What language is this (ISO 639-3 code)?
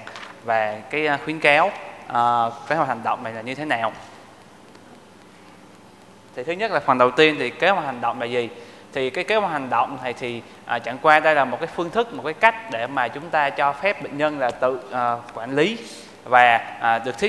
vie